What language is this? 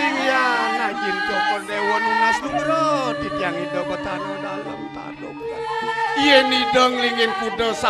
Balinese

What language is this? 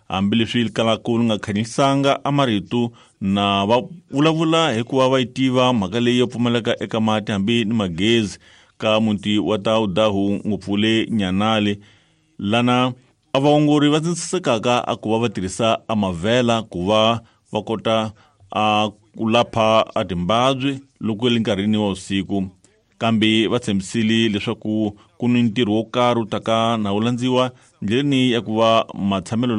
Tsonga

